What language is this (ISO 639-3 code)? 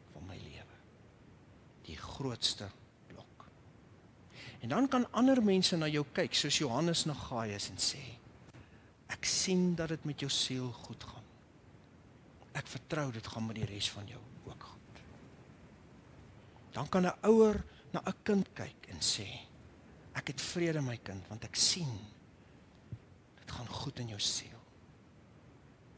afr